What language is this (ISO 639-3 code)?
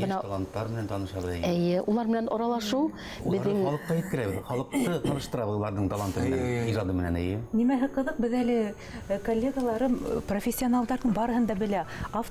bak